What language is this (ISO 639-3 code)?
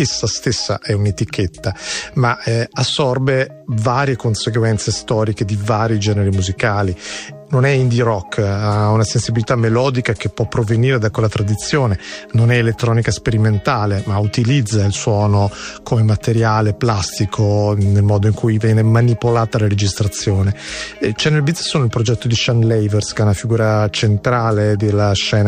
ita